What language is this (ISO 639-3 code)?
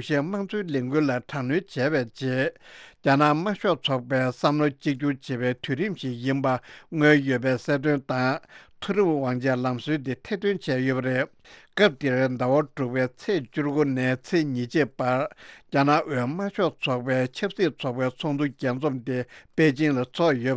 bod